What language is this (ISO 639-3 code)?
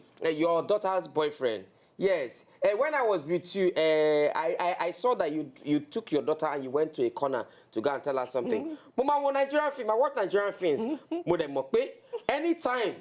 pcm